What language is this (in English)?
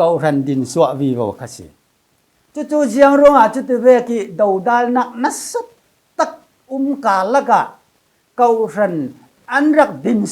Falam Chin